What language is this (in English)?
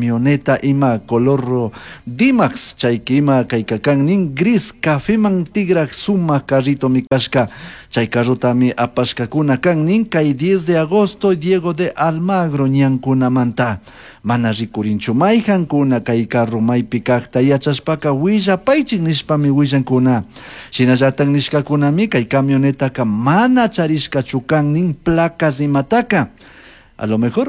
Chimborazo Highland Quichua